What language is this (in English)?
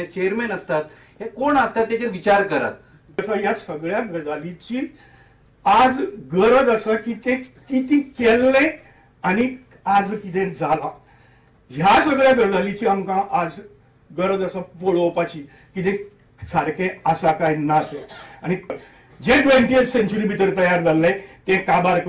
Konkani